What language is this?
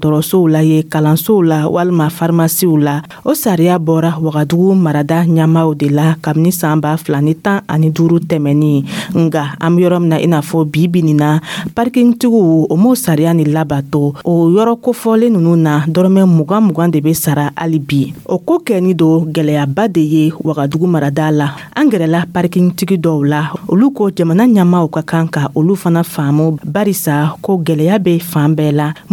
Dyula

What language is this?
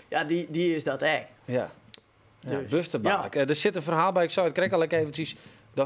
Western Frisian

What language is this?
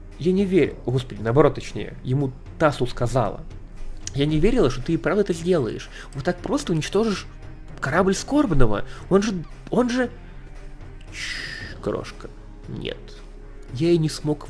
Russian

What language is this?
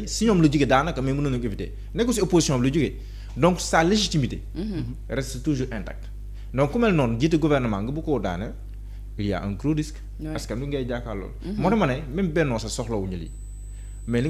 Wolof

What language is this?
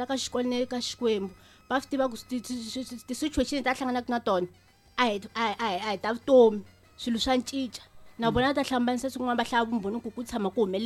Tsonga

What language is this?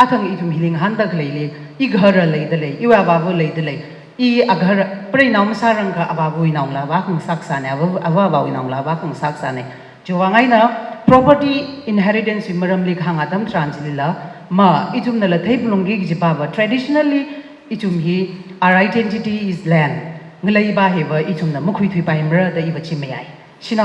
Tangkhul Naga (India)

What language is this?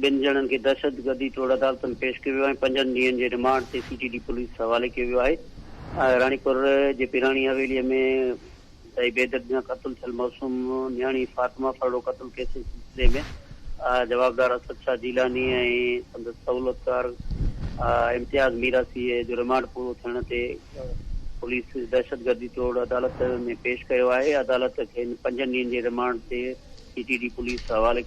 Sindhi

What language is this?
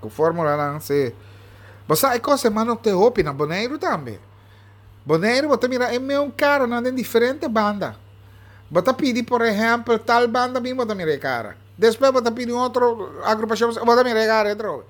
Papiamento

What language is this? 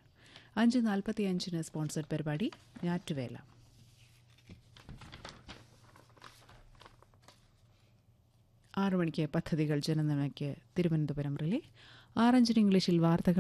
Malayalam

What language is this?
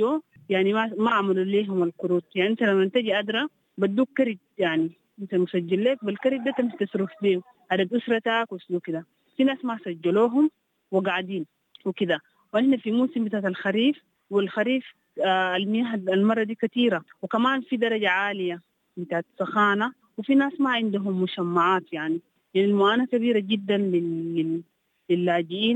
Sudanese Arabic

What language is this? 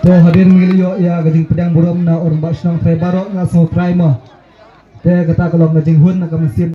Khasi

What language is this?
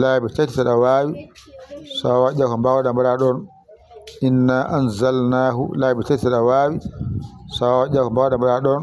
Fula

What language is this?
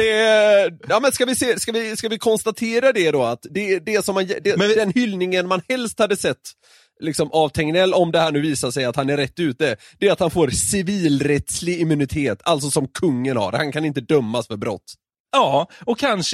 Swedish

